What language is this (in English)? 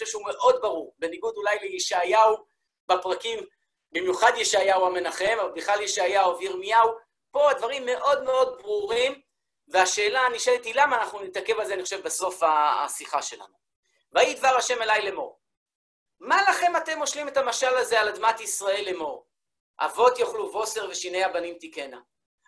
Hebrew